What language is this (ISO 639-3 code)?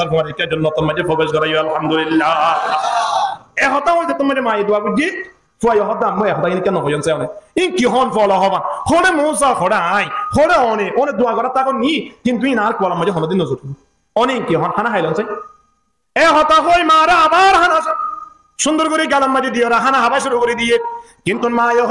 rhg